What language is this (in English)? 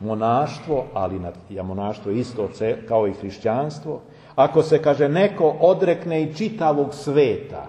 Serbian